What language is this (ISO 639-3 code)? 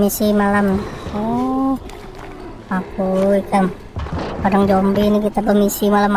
bjn